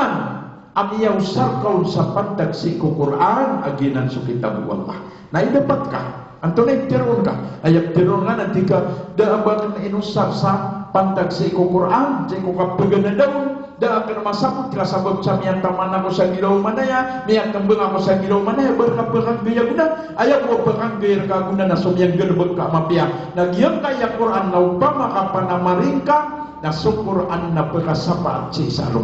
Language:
Maranao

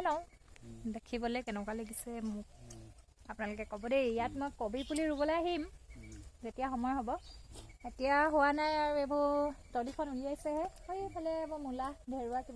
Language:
Assamese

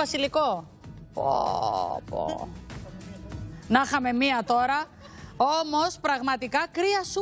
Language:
Greek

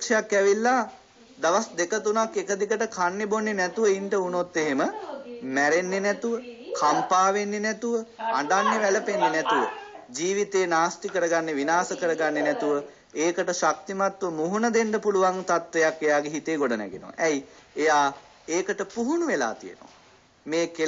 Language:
Sinhala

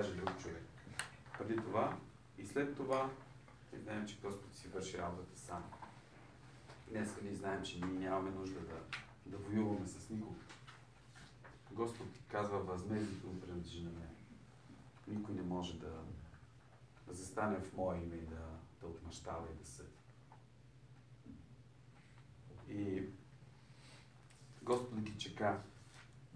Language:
Bulgarian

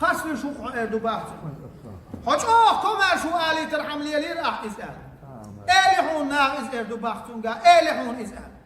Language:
Chechen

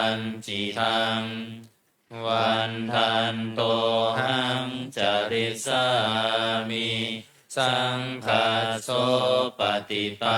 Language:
Pali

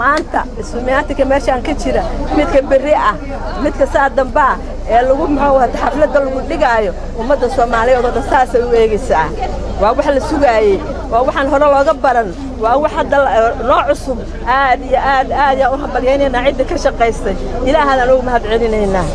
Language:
Somali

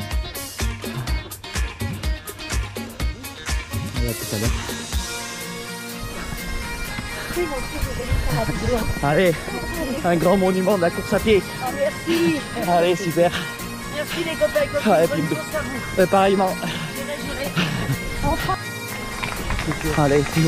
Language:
French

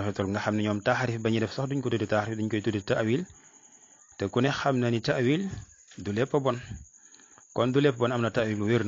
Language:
Wolof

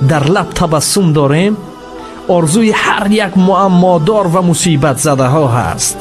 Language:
Tajik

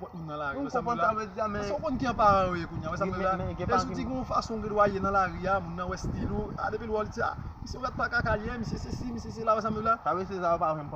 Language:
Haitian Creole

